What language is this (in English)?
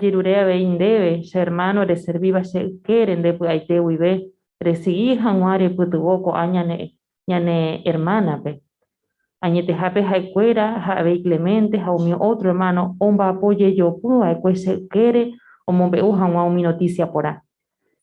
Guarani